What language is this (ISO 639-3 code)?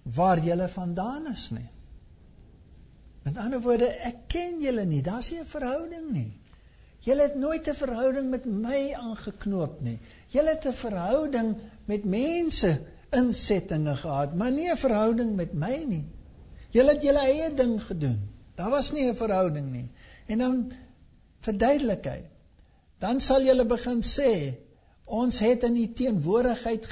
afr